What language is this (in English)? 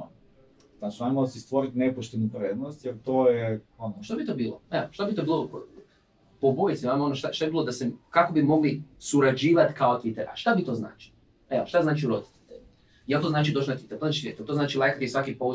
Croatian